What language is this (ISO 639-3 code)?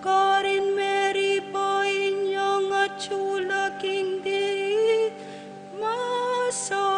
pam